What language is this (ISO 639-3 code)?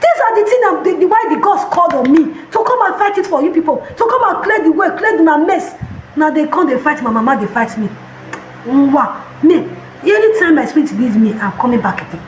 pcm